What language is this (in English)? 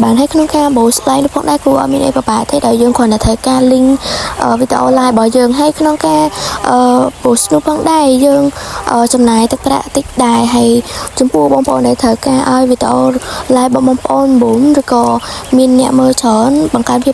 Khmer